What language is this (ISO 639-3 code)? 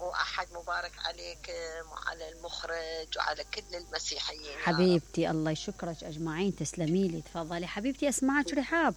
acm